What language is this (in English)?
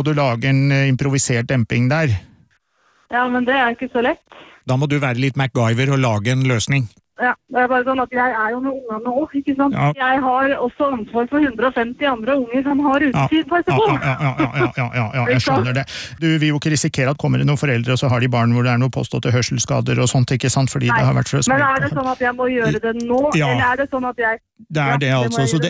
Norwegian